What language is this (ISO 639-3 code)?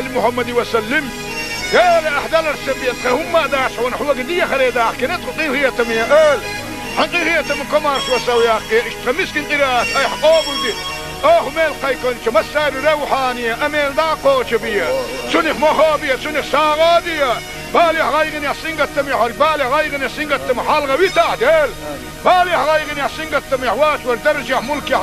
che